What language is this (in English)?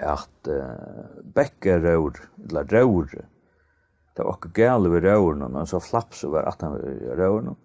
Faroese